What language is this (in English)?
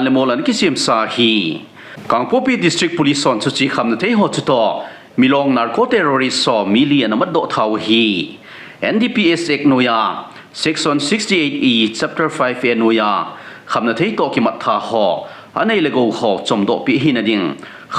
Thado Chin